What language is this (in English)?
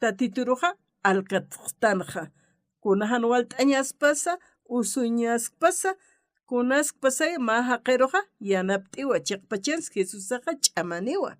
Aymara